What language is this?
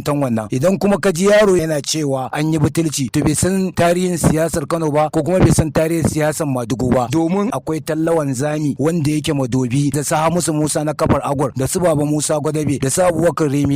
Hausa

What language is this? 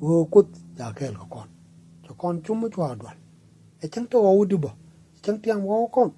Nuer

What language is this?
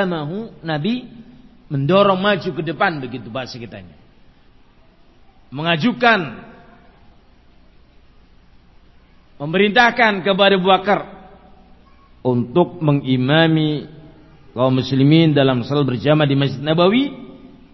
Indonesian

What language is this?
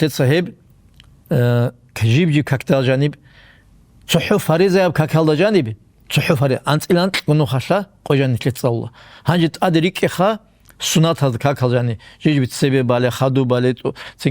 Avaric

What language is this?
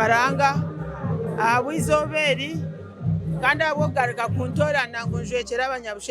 Nyankole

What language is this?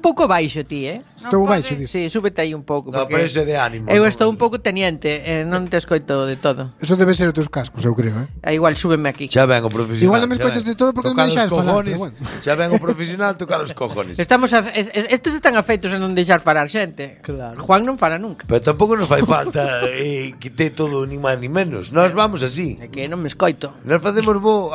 Galician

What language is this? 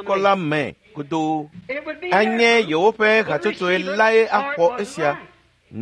Ewe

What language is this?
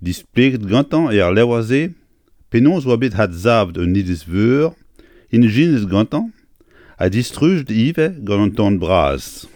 Breton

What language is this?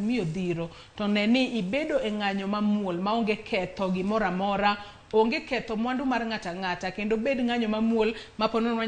Luo (Kenya and Tanzania)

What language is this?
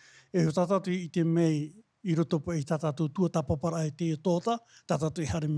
Tahitian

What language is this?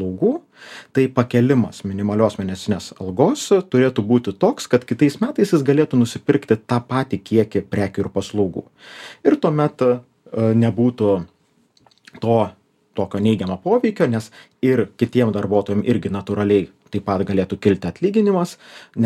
Lithuanian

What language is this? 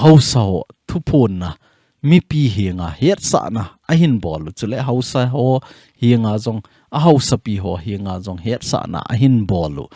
Thado Chin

